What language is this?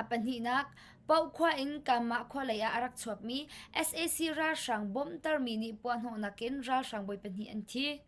Hakha Chin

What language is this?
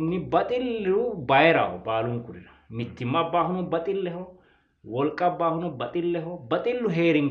Sidamo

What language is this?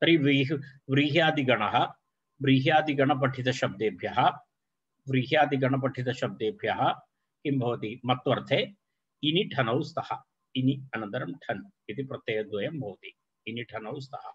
Sanskrit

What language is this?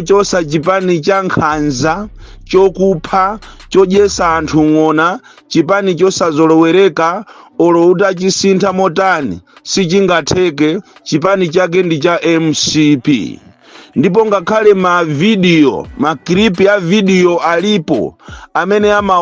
Nyanja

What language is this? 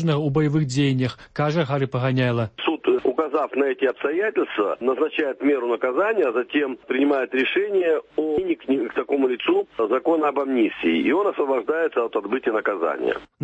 Belarusian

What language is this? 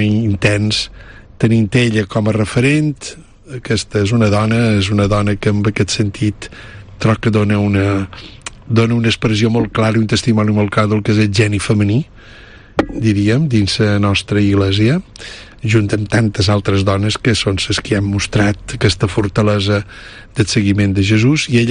Catalan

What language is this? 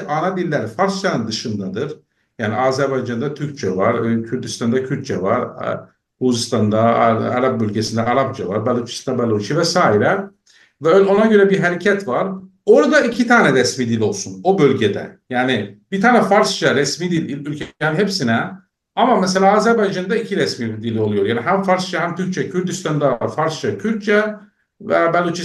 South Azerbaijani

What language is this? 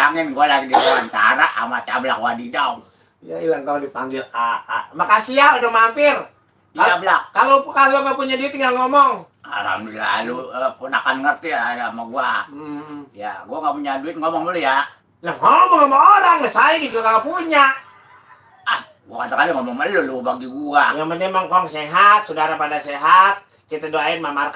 Betawi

